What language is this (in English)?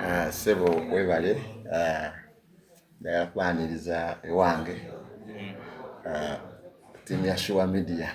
Ganda